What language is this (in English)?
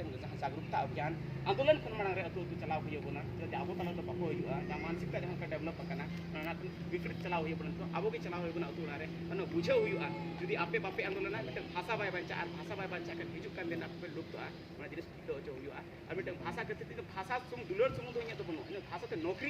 Santali